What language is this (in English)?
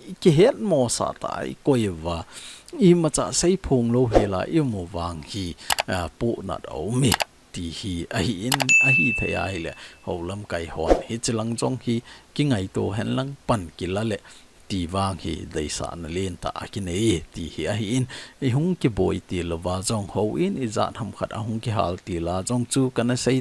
Thado Chin